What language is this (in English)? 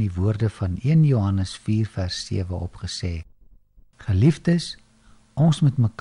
Afrikaans